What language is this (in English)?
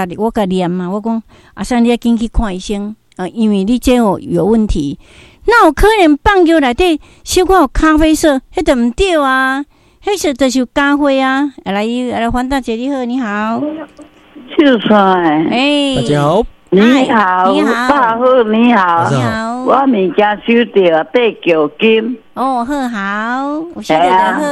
Min Nan Chinese